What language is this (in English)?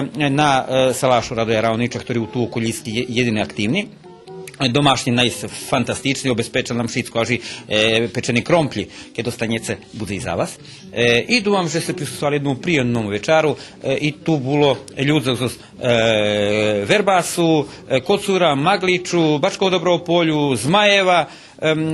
Rusyn